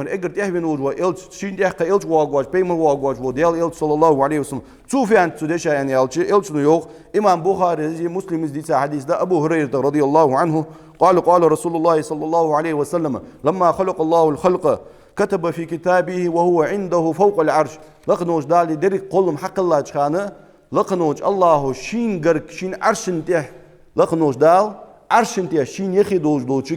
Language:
Ingush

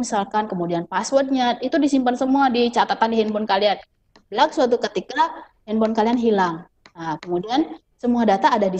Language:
Indonesian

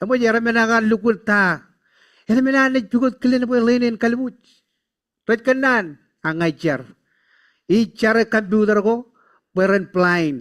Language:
Marshallese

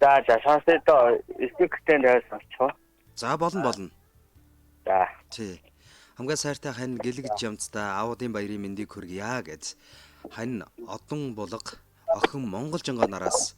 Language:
Mongolian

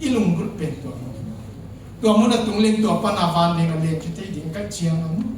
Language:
Tedim Chin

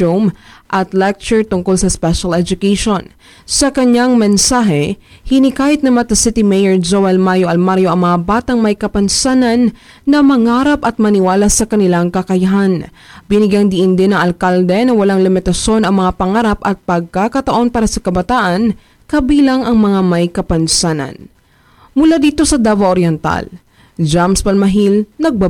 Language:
Filipino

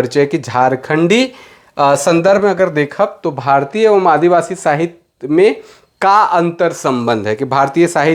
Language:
Sadri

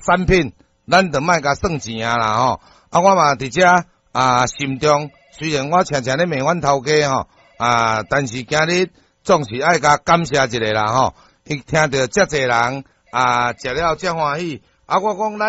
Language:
Min Nan Chinese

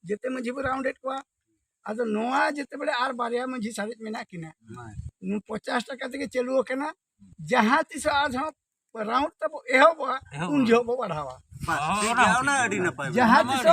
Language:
Santali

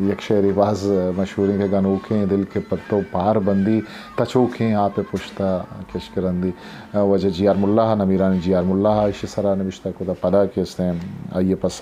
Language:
Eastern Balochi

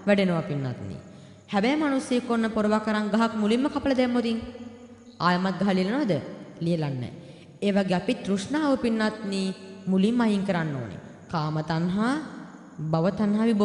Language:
Sinhala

